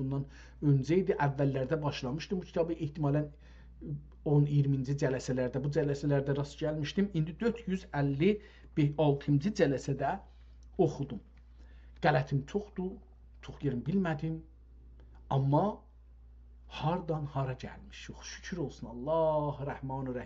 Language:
South Azerbaijani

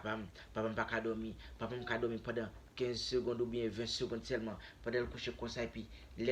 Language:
Haitian Creole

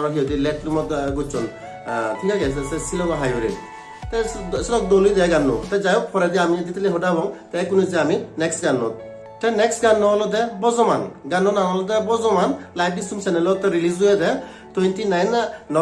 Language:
Chakma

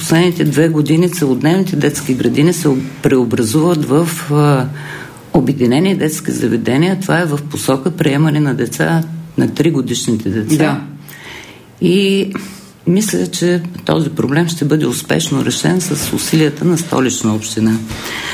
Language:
Bulgarian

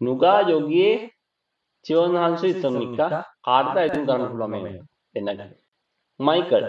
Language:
Sinhala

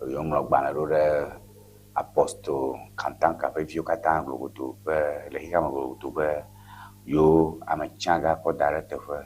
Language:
Ewe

